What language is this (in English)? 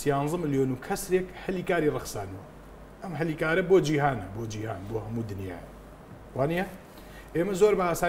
Central Kurdish